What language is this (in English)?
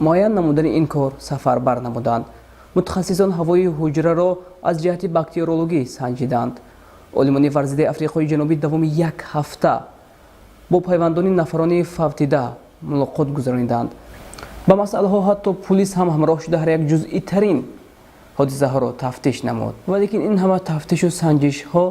Tajik